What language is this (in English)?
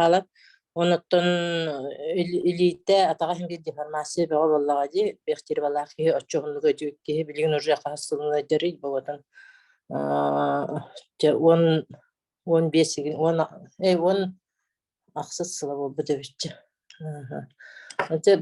Yakut